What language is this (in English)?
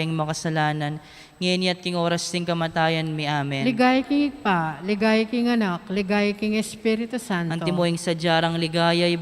Pampanga